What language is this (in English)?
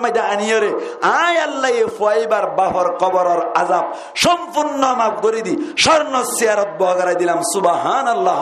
Rohingya